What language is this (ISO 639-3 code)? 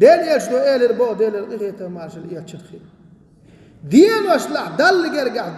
che